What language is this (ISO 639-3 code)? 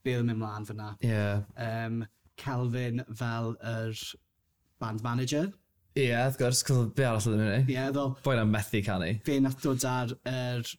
cym